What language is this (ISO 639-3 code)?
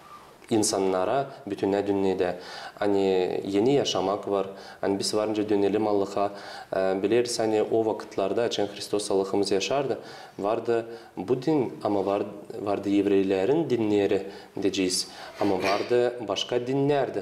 gag